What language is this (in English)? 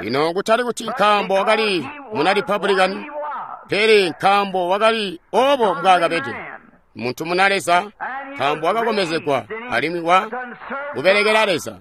Tonga (Zambia)